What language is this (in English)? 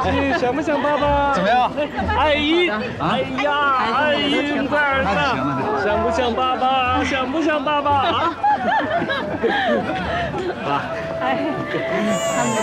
Chinese